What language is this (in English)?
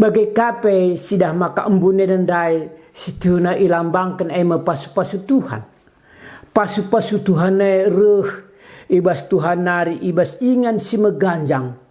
Batak Karo